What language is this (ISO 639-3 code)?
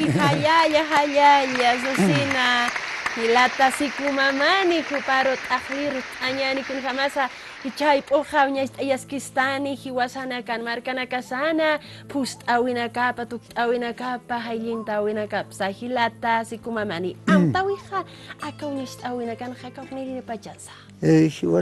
aym